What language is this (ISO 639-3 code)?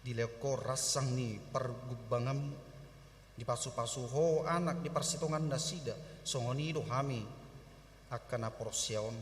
bbc